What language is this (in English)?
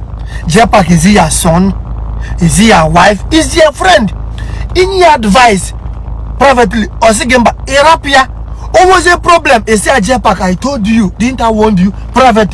Igbo